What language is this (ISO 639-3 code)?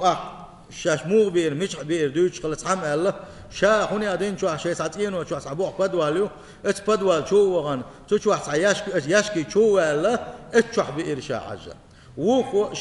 che